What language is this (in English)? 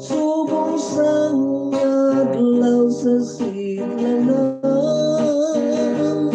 Hiligaynon